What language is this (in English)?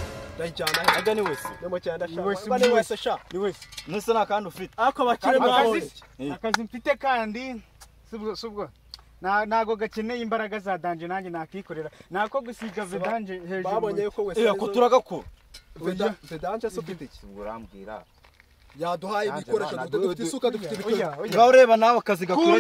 Kinyarwanda